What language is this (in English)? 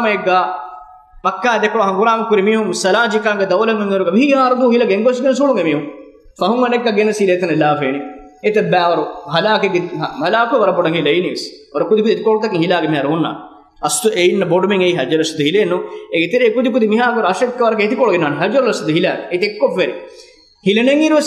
Divehi